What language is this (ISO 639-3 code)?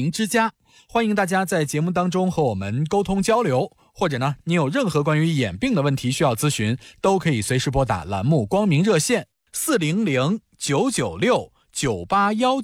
zho